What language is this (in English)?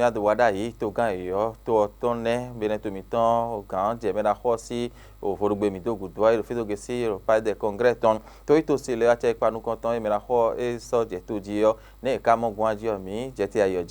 Fon